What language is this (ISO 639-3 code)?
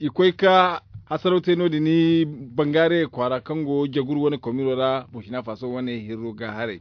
dje